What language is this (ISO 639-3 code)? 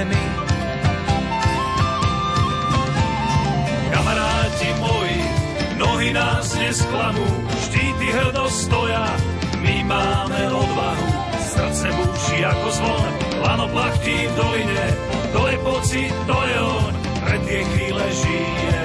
slk